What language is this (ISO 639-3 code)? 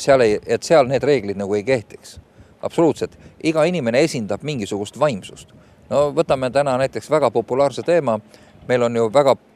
est